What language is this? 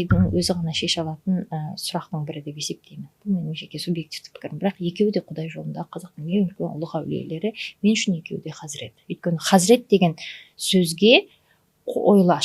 Kazakh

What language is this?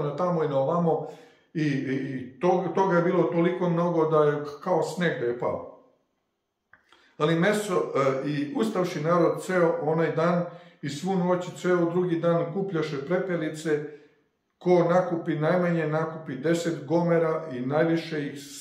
Serbian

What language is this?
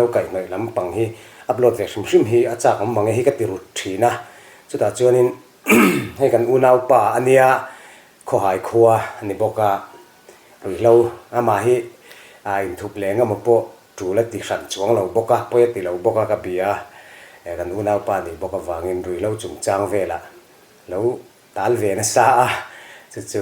Mizo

